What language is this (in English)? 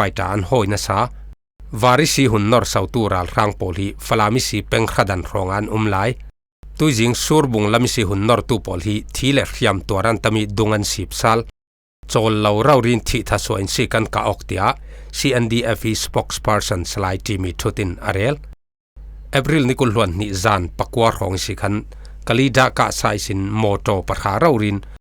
Falam Chin